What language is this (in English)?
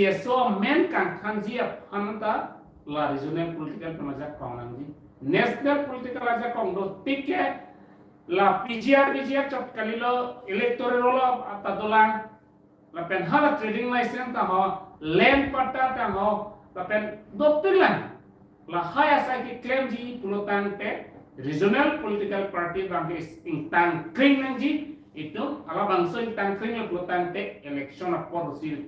Karbi